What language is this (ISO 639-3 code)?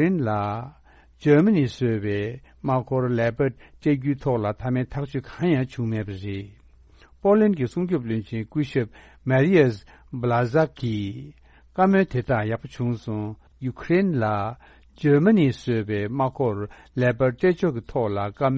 bod